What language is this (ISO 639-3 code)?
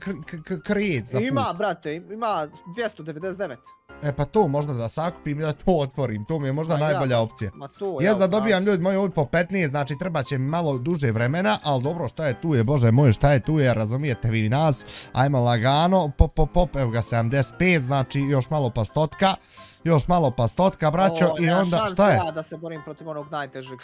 bos